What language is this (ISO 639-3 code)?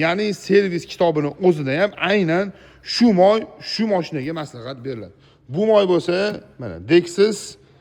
uzb